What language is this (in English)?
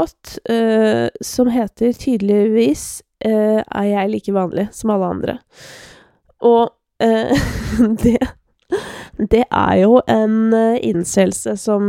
Norwegian